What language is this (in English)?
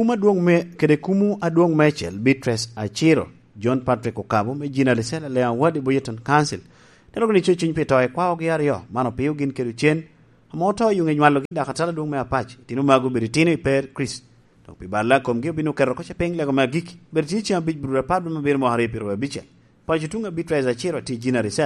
Lango (Uganda)